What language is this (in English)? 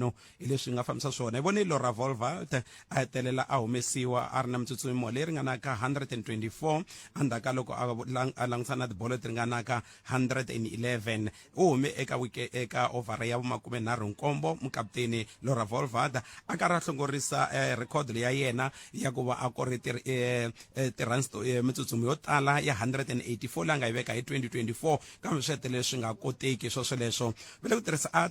Tsonga